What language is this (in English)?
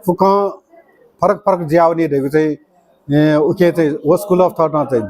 Newari